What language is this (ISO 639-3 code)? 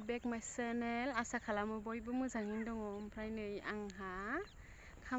brx